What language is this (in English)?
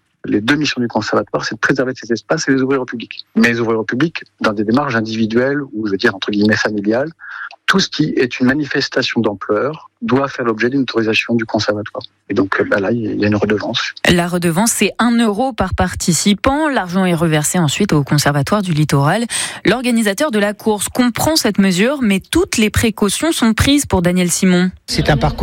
French